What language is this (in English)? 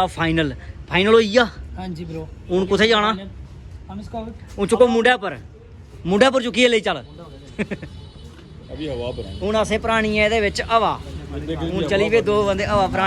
Dogri